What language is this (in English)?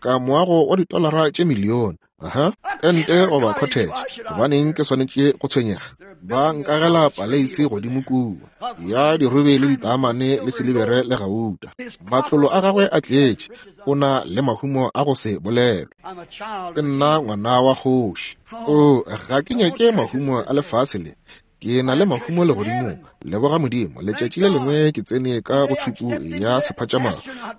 Northern Sotho